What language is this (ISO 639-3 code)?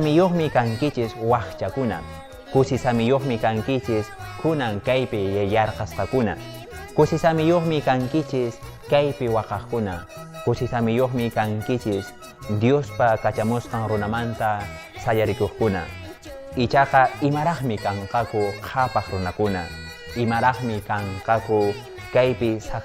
que